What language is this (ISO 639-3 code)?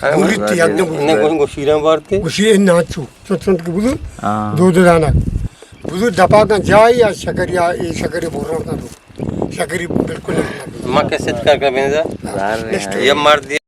bgp